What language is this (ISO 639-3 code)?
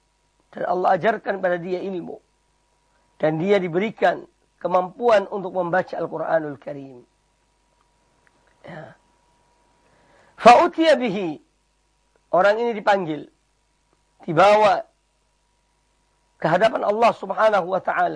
ind